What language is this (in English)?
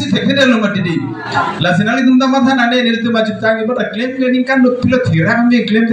Karbi